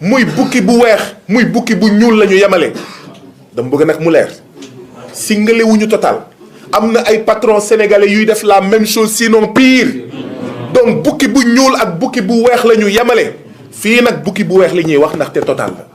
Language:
Wolof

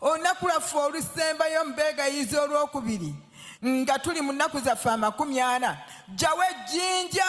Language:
Ganda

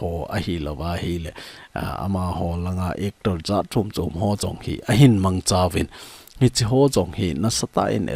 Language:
Thado Chin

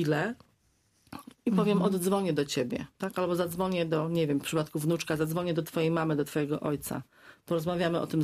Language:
Polish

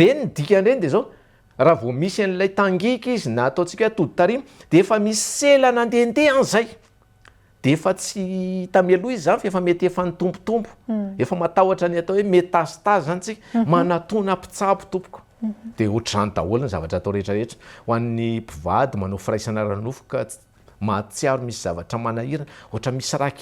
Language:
Malagasy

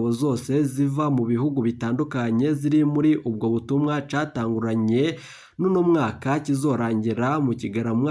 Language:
Rundi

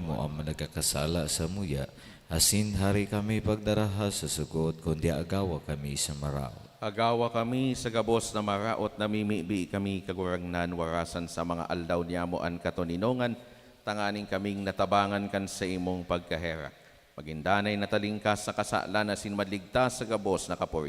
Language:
Bikol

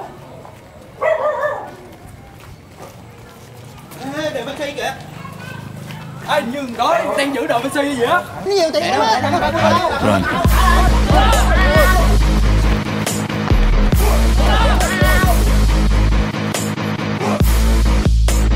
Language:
Vietnamese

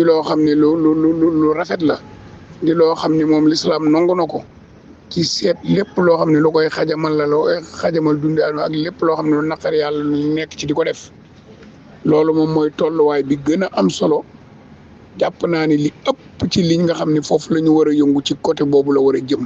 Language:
Wolof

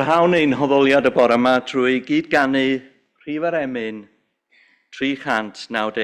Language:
Welsh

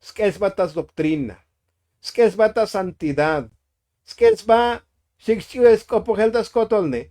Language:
Tzotzil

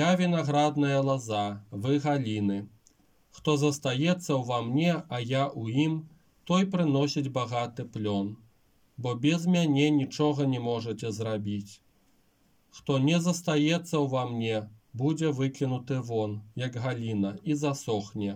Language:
Belarusian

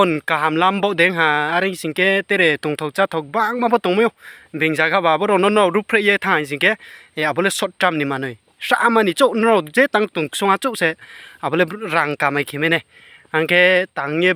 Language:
Riang (India)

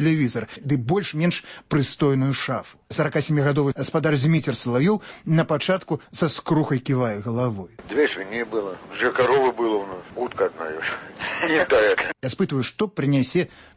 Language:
Belarusian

